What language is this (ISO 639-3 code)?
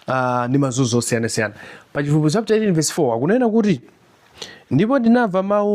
nya